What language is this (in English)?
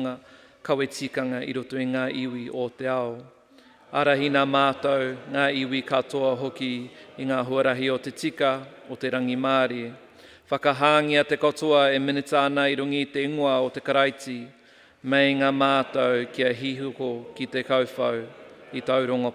Māori